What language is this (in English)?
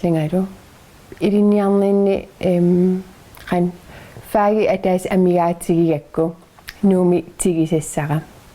Kalaallisut